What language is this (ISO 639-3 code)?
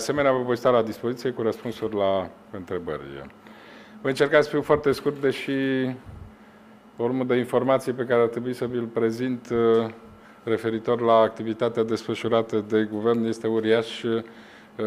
ron